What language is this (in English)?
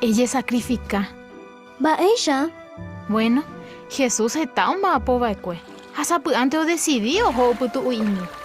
Guarani